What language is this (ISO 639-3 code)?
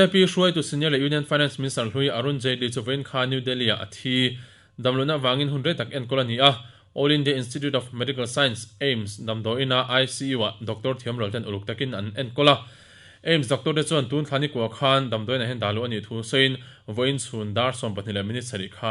lus